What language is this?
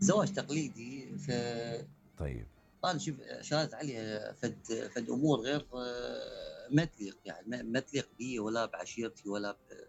Mesopotamian Arabic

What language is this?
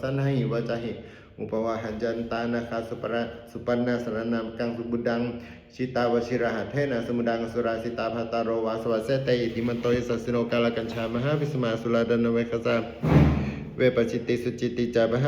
Pali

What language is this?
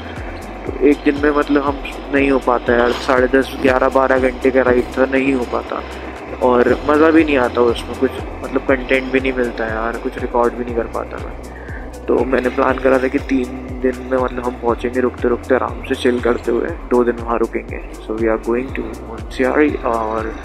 Hindi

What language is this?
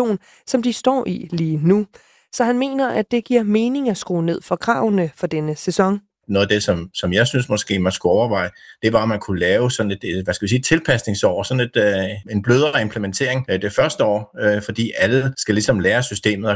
Danish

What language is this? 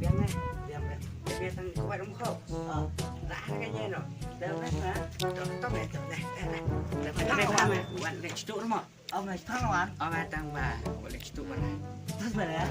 Khasi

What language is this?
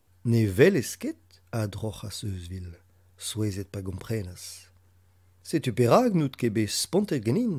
Breton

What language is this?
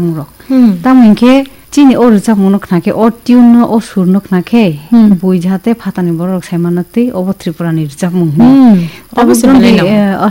Kok Borok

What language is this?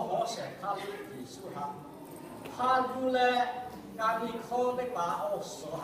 Lahu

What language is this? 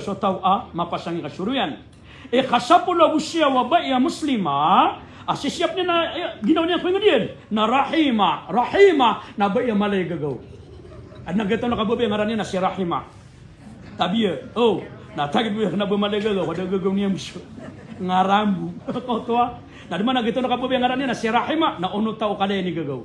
Maranao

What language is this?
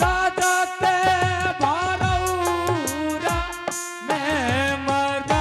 Angika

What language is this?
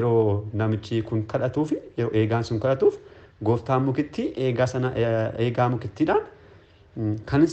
Oromo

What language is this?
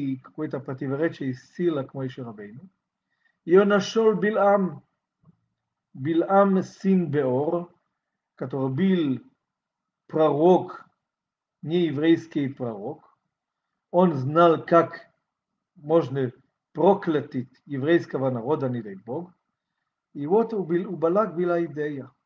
Russian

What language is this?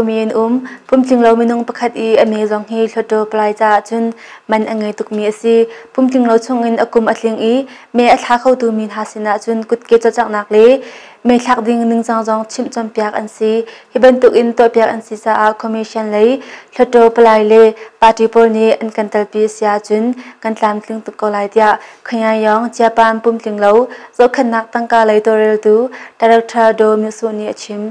Hakha Chin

